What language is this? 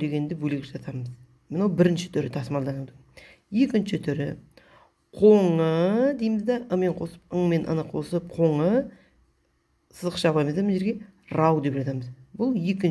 Kazakh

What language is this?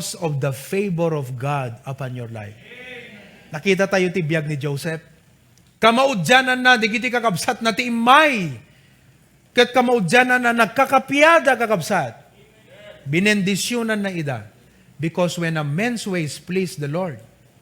Iloko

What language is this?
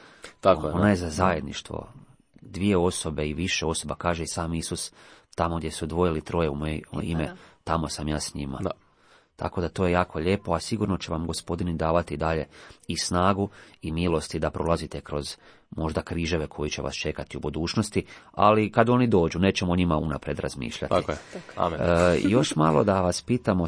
Croatian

